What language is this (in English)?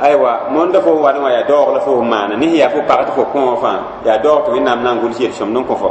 Mossi